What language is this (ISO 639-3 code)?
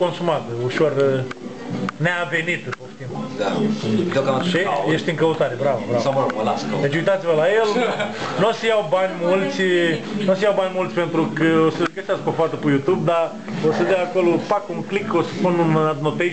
ron